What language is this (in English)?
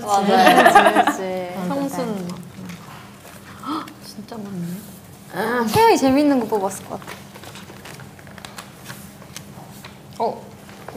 Korean